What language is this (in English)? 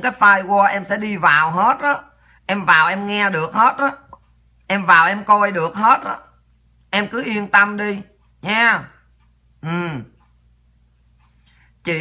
Vietnamese